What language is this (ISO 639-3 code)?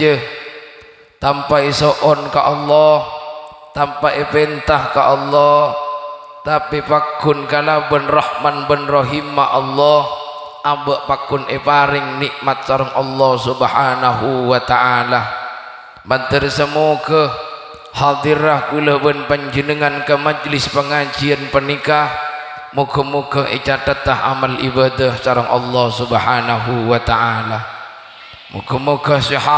mad